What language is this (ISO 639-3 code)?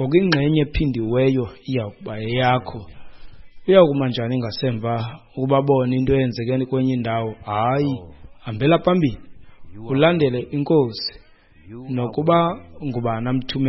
xho